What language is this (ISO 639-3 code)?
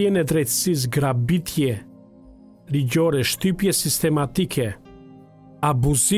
sqi